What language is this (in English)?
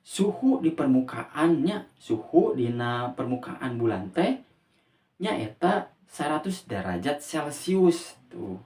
Sundanese